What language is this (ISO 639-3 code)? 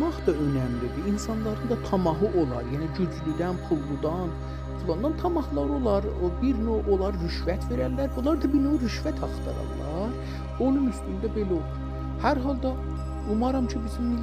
azb